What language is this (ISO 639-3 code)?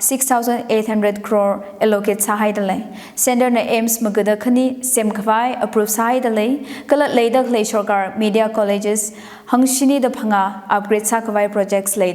nmf